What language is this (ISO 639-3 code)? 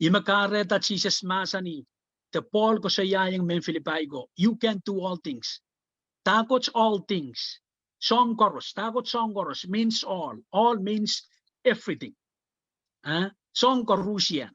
pon